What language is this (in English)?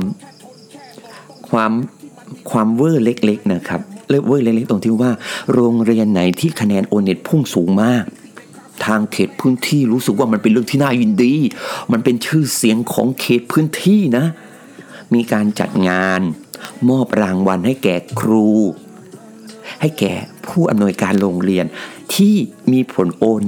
Thai